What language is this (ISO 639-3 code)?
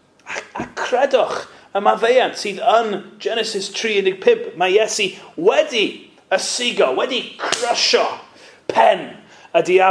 cym